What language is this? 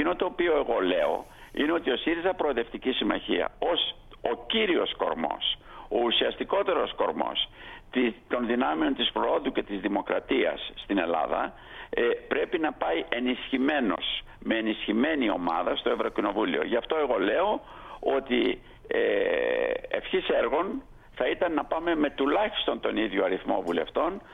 Greek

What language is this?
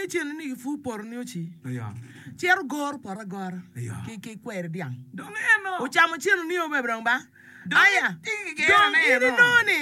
Acoli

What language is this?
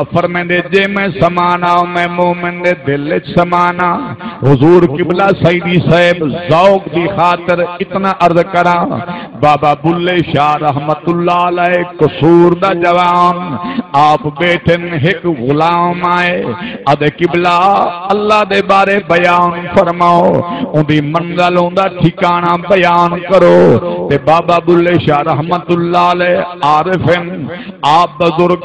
Saraiki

